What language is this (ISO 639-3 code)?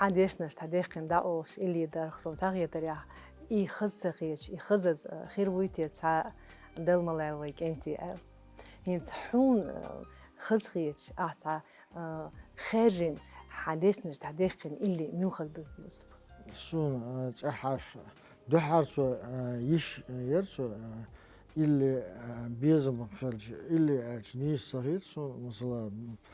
che